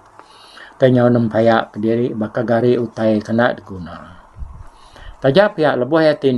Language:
Iban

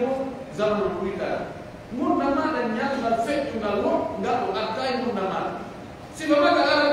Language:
Pular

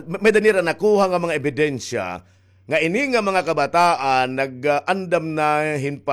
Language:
Waray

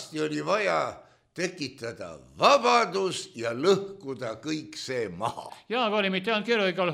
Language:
Estonian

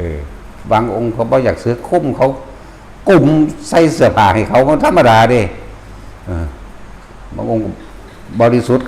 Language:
Northeastern Thai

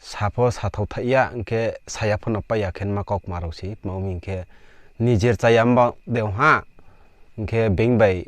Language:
Riang (India)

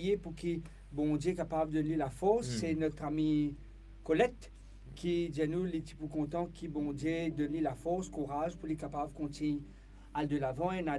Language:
Morisyen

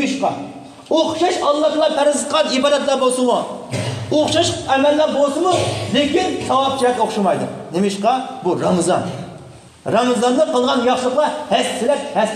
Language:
Uyghur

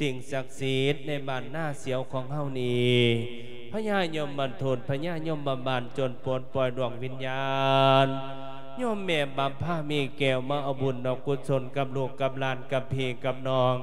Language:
Lao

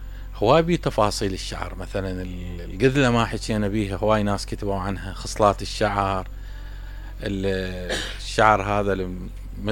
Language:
Mesopotamian Arabic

